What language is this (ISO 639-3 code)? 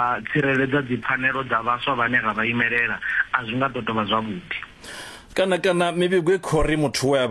ven